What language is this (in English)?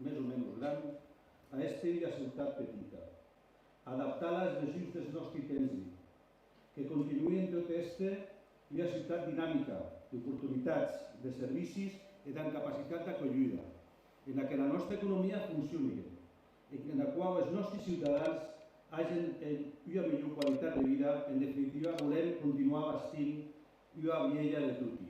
Occitan